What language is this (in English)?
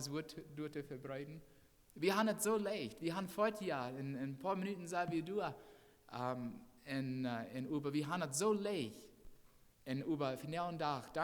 Plautdietsch